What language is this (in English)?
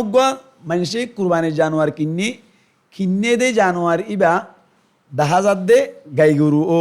Rohingya